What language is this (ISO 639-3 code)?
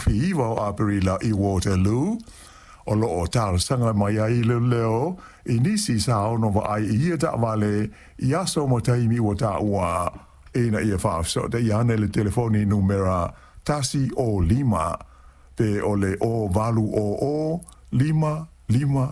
smo